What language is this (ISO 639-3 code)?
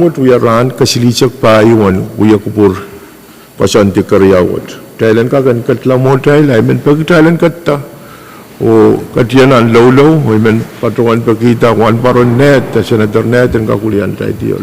pon